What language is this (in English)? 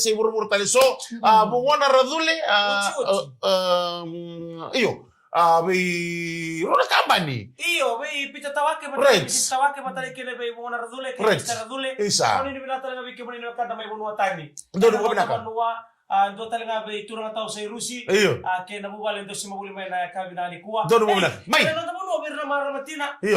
Fijian